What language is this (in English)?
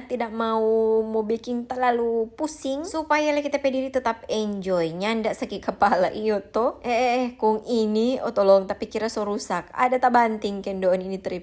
Manado Malay